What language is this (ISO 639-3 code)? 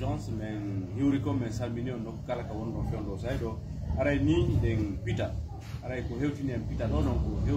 fuf